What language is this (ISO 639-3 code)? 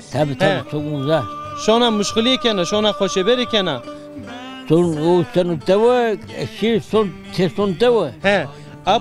zza